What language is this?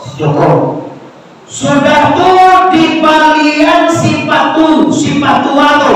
Minangkabau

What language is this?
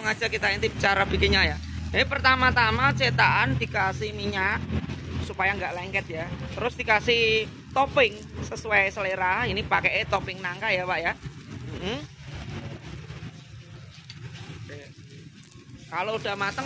Indonesian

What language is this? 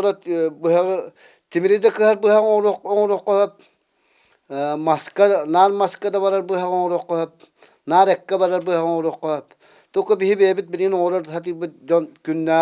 Yakut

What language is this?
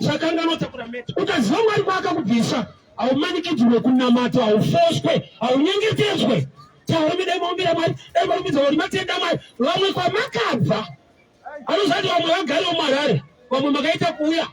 Shona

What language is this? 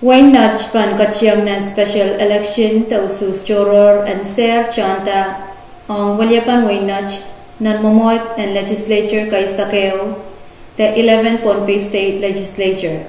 Pohnpeian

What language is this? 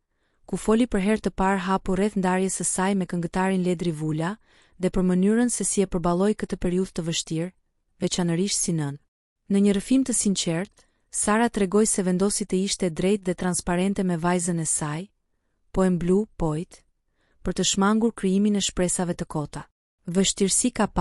Albanian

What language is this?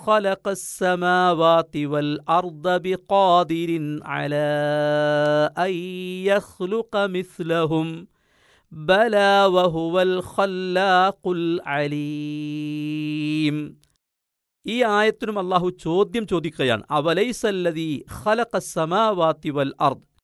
Malayalam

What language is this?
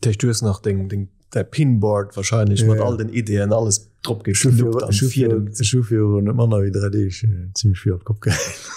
Luxembourgish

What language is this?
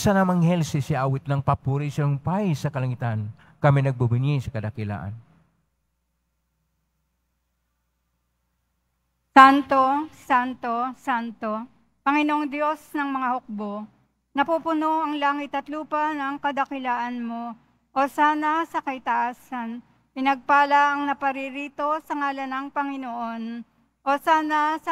Filipino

